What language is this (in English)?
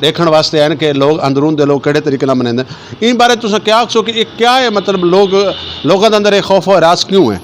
Saraiki